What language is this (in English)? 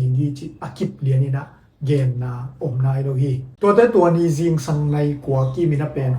Tedim Chin